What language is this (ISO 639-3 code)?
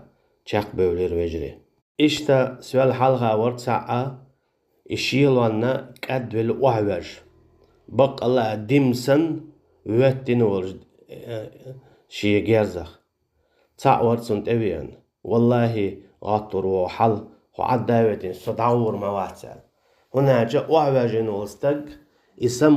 che